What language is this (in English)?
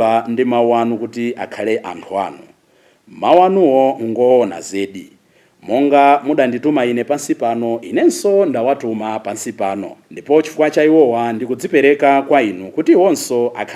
Nyanja